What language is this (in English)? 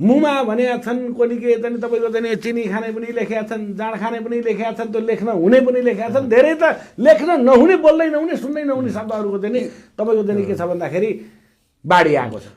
Nepali